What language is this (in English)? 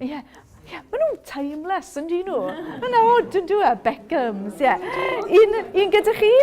Welsh